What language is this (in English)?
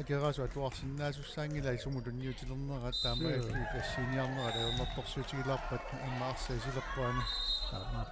Kalaallisut